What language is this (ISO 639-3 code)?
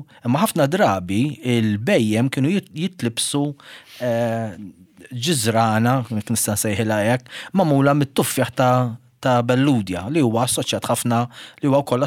mlt